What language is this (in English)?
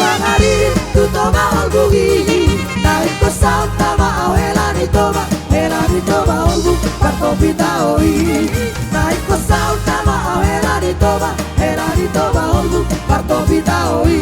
Batak Toba